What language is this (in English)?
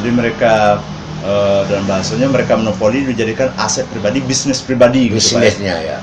Minangkabau